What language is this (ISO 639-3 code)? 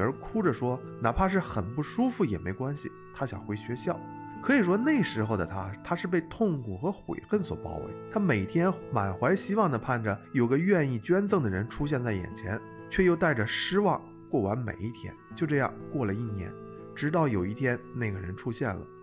zho